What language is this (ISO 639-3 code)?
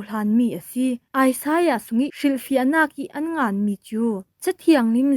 cfm